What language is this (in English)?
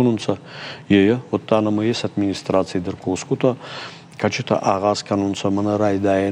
Ossetic